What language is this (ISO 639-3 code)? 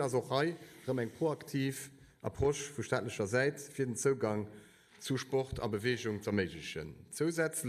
ltz